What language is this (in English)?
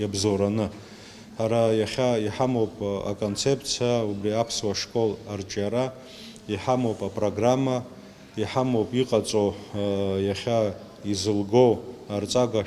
Abkhazian